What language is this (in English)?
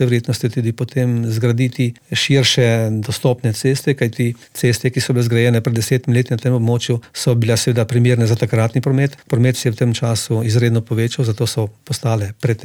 Slovenian